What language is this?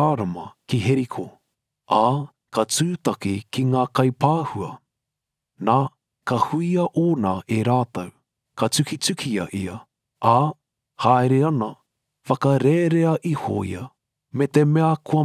Māori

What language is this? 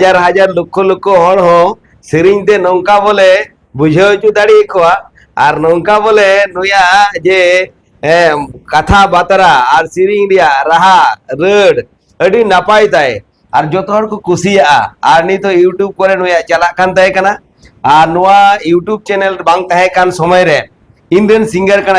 Santali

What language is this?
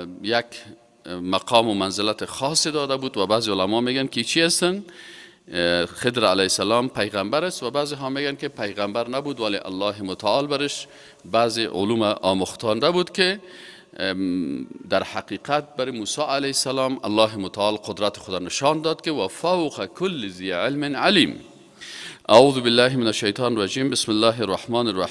Persian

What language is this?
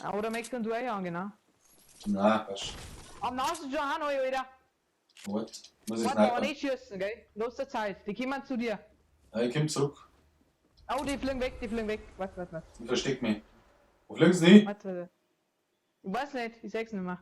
Bavarian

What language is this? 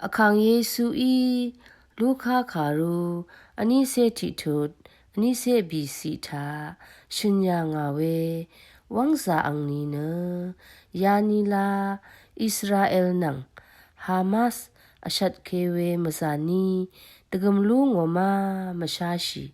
Rawang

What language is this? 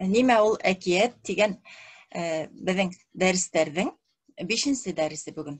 Bashkir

